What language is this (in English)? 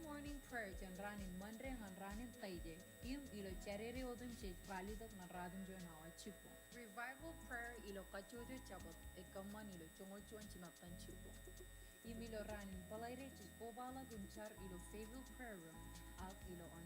Marshallese